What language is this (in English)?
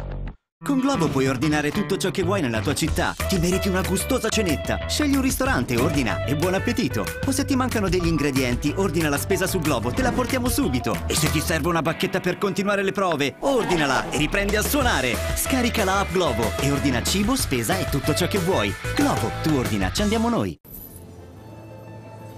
Italian